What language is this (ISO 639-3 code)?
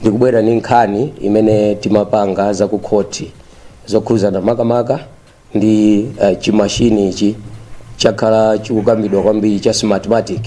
nya